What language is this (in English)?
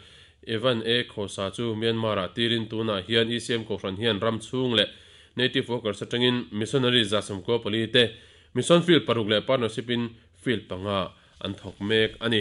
Mizo